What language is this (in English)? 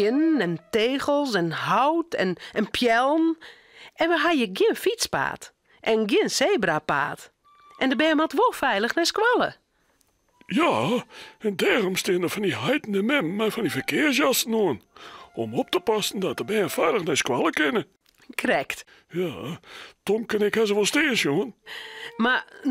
Western Frisian